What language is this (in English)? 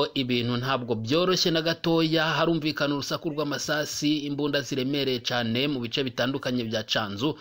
Kinyarwanda